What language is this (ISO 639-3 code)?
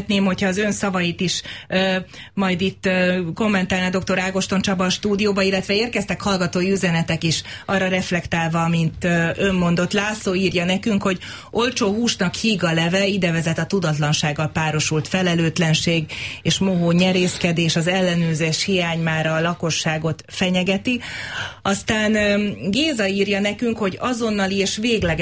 hun